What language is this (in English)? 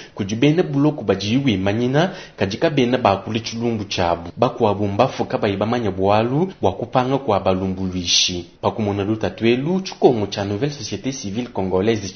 Luba-Lulua